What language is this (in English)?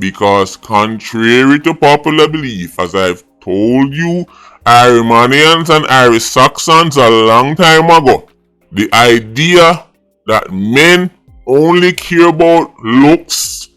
Jamaican Creole English